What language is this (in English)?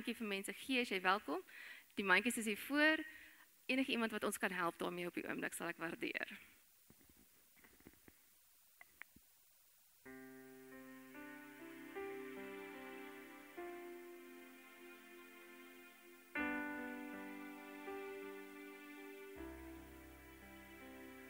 Afrikaans